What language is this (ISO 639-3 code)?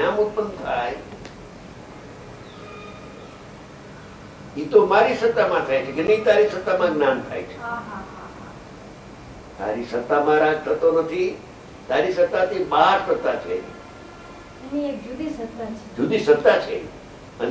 guj